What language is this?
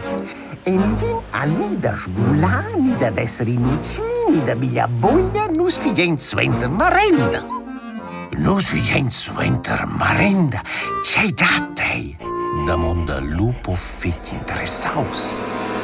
Romansh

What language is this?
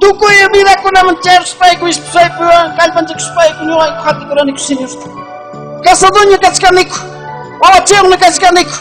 Ayacucho Quechua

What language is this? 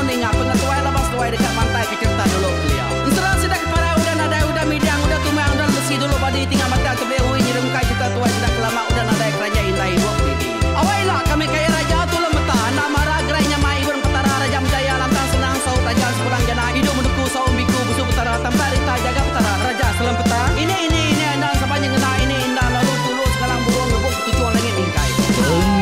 Iban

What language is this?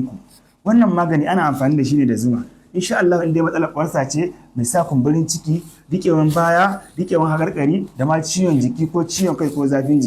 Hausa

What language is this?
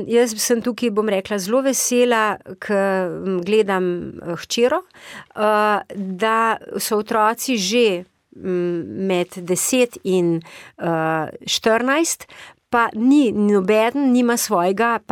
Slovenian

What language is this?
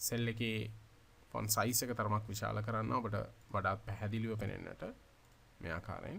Sinhala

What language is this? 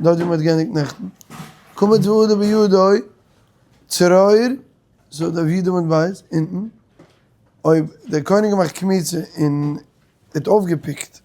Yiddish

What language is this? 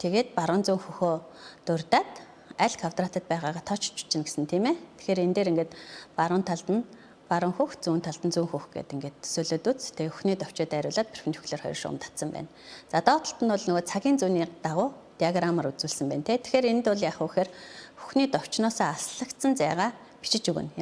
Mongolian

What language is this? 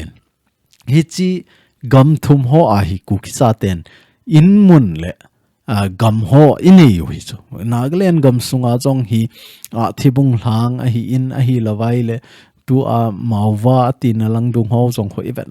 Thado Chin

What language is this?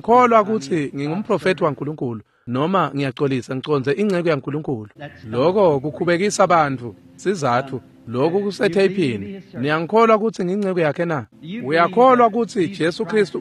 Swati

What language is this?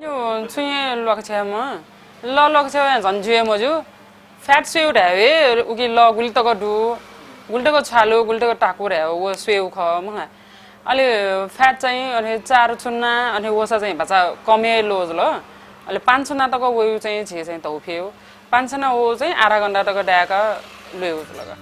Newari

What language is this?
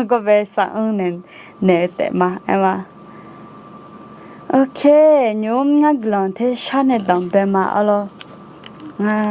Akha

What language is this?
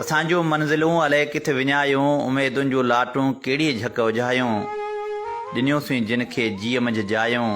Sindhi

